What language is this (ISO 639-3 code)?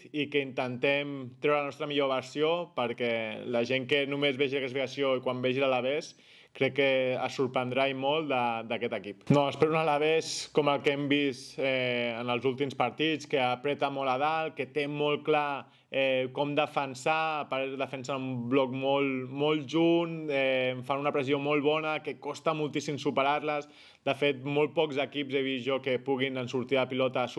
cat